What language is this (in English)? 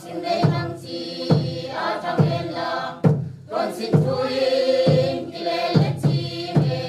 Tedim Chin